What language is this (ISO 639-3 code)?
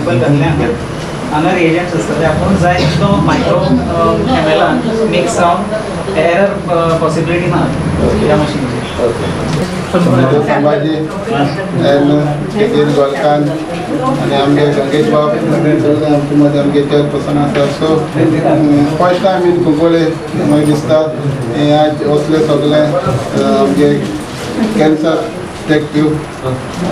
kok